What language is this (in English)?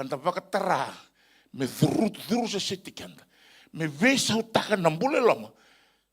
Fijian